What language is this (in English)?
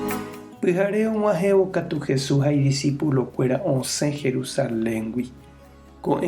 Guarani